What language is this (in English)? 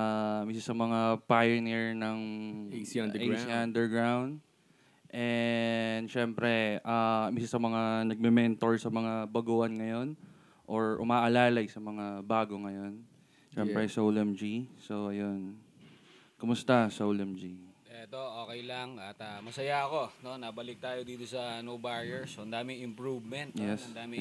Filipino